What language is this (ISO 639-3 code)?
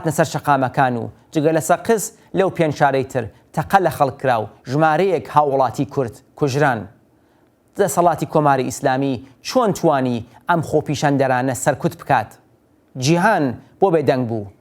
ckb